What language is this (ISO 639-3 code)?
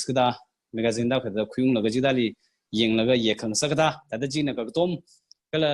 nmf